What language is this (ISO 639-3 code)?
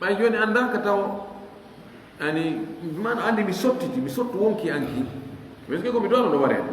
ful